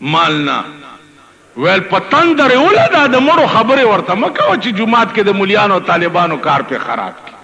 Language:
Pashto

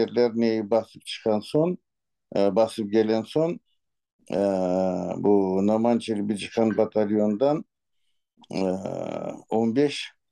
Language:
Crimean Tatar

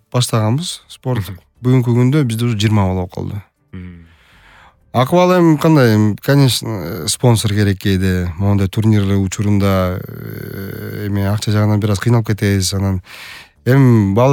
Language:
Kyrgyz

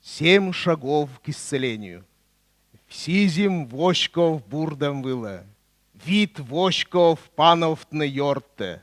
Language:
Komi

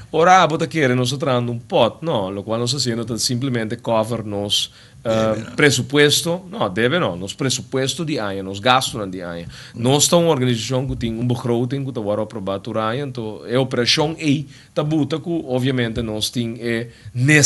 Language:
Papiamento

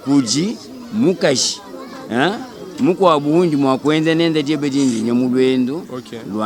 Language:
Luba-Lulua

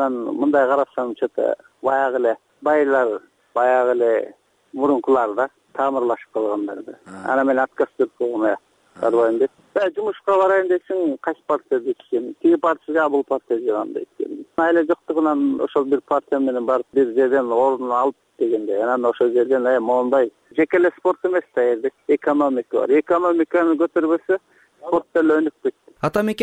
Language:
Kyrgyz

